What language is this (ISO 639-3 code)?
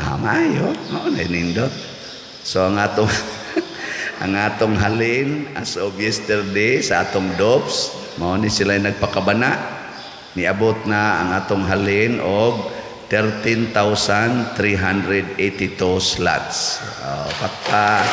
ceb